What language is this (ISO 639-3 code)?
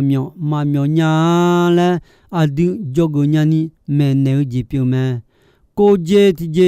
ahk